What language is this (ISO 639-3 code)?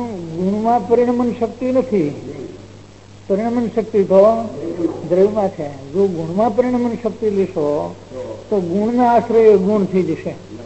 guj